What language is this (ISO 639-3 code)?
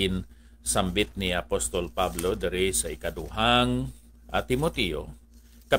hil